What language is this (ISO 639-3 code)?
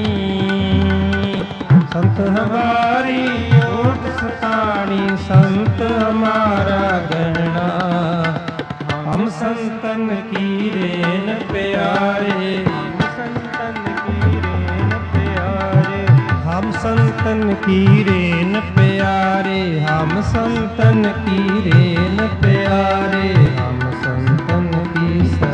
pan